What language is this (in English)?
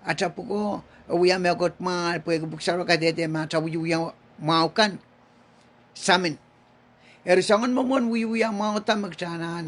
Pohnpeian